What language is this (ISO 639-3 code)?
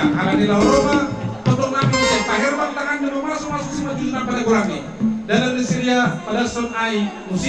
bts